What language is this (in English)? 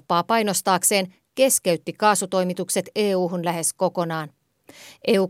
Finnish